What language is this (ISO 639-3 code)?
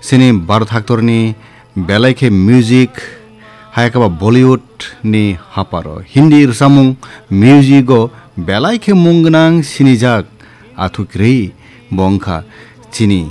trp